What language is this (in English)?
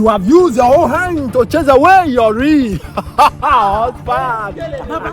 Nigerian Pidgin